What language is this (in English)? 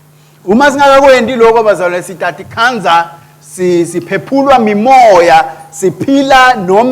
Swati